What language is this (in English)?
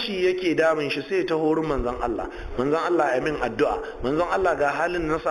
Hausa